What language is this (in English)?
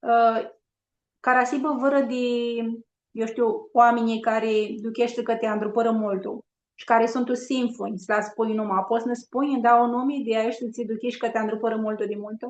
Aromanian